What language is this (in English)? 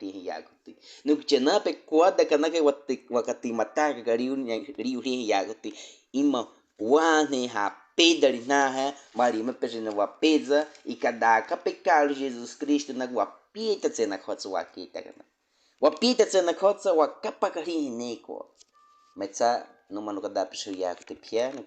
Baniwa